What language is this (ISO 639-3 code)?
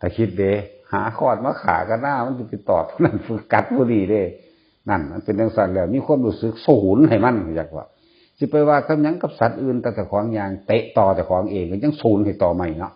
tts